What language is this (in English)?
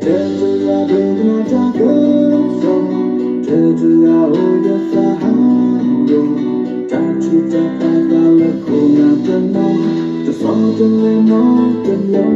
S'gaw Karen